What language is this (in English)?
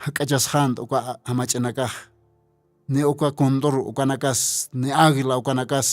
Aymara